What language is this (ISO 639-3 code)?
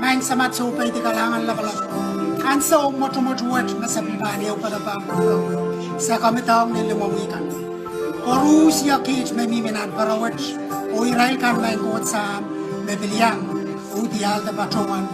pon